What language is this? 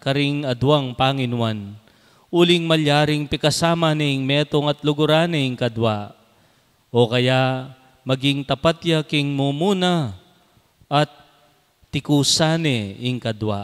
Pampanga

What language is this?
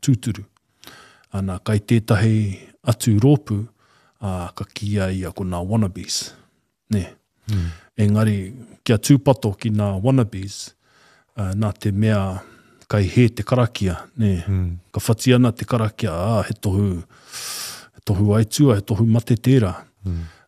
Māori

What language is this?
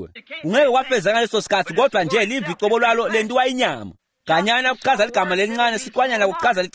Swati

